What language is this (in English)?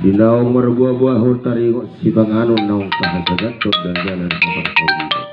Batak Toba